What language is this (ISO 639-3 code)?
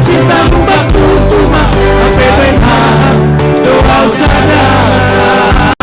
bts